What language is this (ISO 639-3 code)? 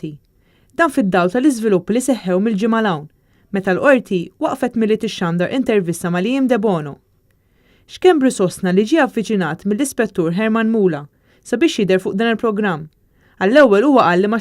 mlt